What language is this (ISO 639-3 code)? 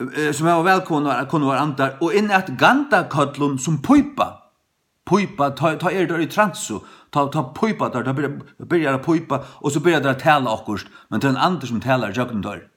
fao